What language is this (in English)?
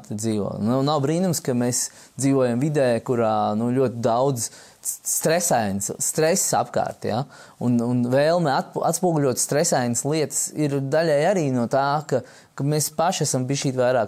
Latvian